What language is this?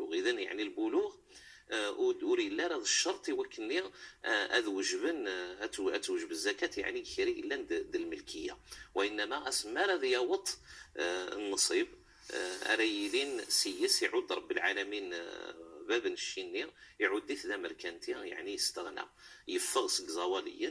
Kabyle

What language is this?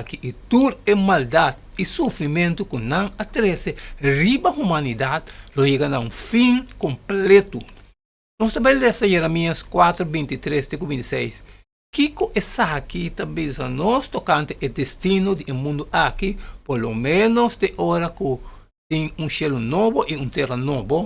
Papiamento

